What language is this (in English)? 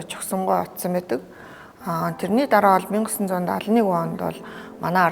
Mongolian